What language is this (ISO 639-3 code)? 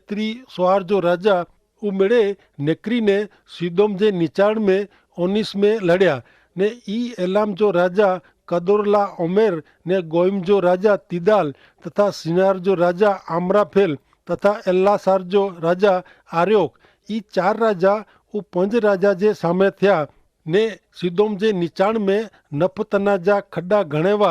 kfr